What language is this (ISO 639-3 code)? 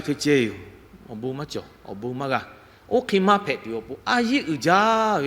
lhu